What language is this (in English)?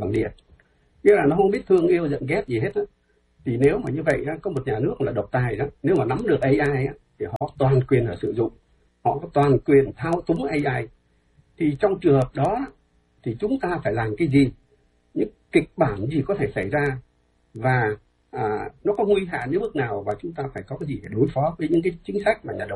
Vietnamese